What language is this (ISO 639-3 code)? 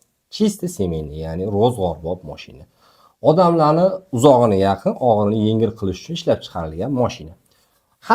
uzb